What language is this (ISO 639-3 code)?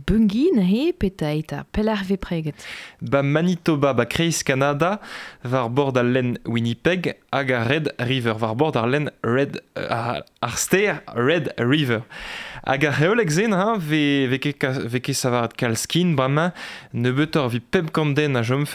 bre